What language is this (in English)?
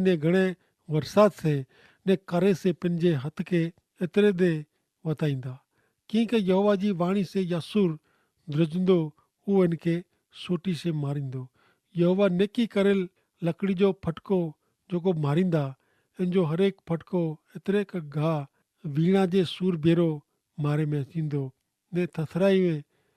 Kachhi